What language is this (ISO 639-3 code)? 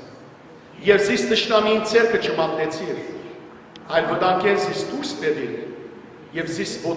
hyw